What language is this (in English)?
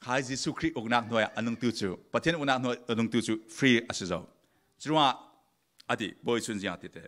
Falam Chin